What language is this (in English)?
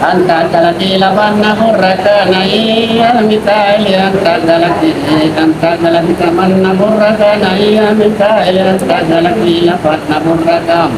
Makasar